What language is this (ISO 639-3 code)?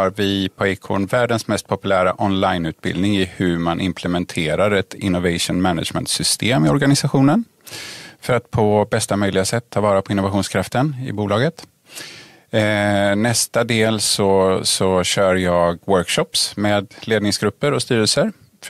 swe